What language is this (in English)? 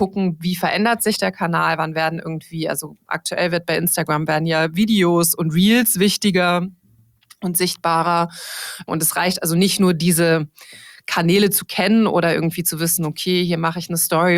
German